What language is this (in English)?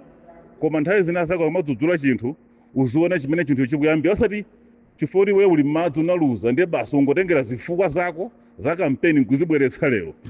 Nyanja